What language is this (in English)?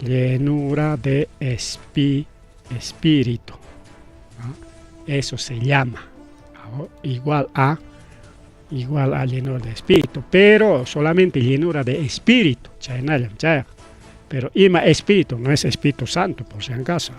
Ayacucho Quechua